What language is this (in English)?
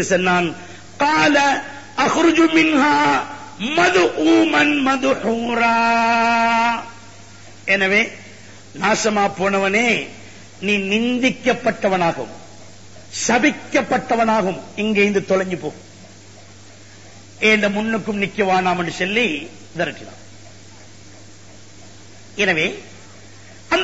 Tamil